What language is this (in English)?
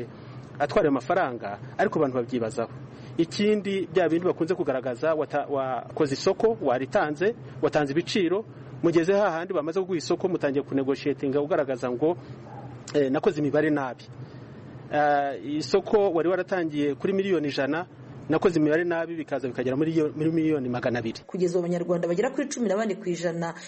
Kinyarwanda